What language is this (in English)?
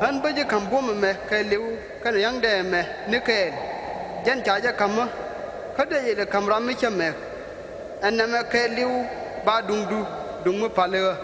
Nuer